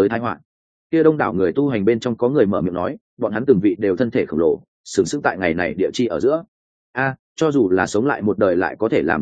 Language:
Vietnamese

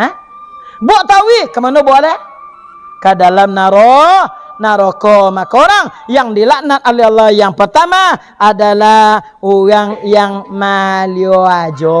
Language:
Minangkabau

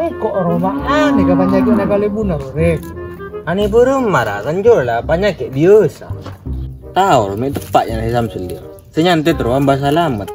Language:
Madurese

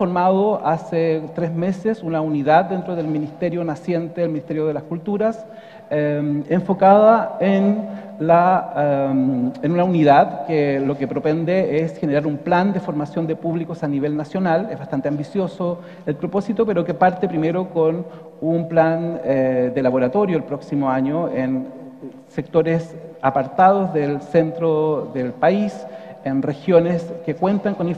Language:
Spanish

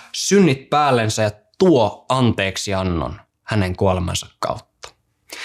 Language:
Finnish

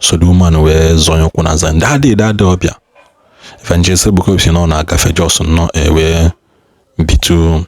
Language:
Igbo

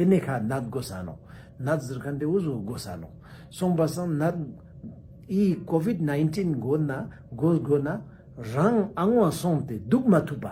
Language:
Ladakhi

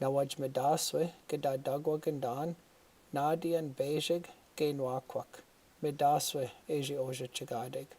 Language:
Chippewa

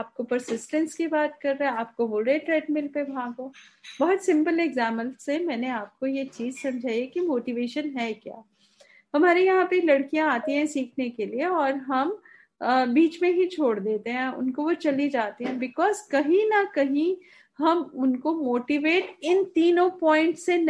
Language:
Hindi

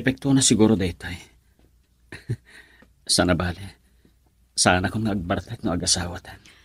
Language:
Iloko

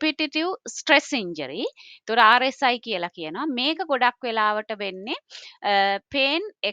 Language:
Sinhala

